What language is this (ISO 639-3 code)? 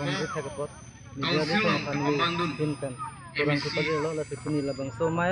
mjw